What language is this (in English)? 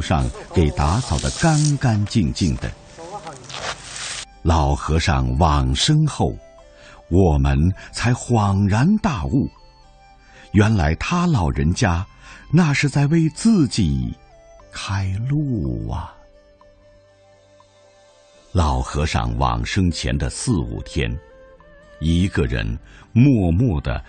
Chinese